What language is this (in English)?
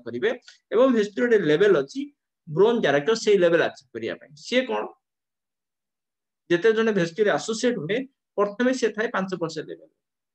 Odia